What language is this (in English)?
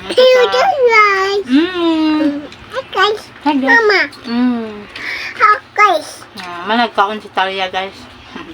Cebuano